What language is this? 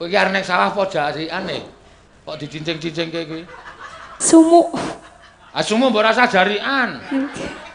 Javanese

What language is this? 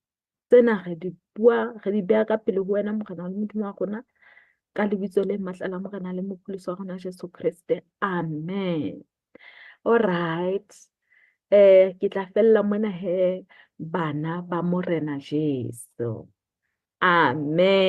Southern Sotho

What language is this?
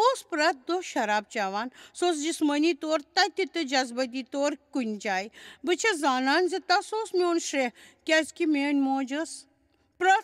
Kashmiri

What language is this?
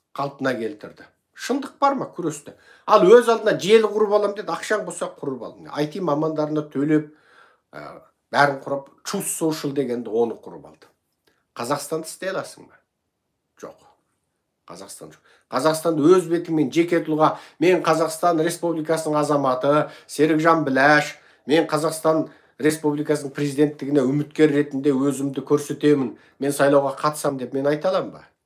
Kazakh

